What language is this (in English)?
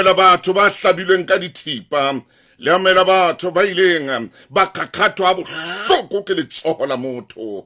Southern Sotho